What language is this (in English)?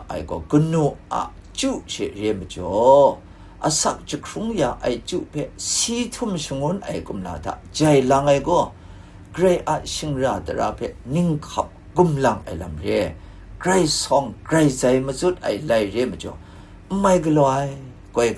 Kachin